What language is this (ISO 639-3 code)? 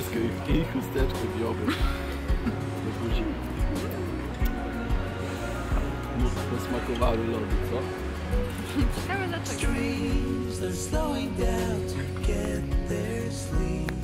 pol